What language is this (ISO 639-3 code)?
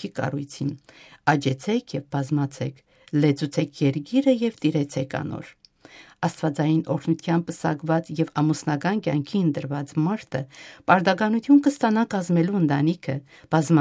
hye